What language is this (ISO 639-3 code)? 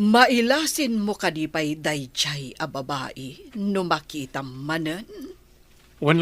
ilo